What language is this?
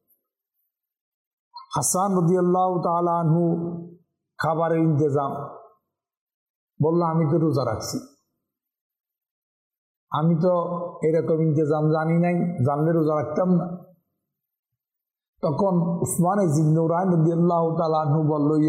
Bangla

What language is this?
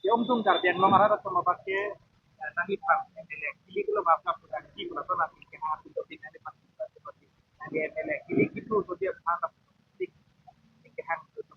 Karbi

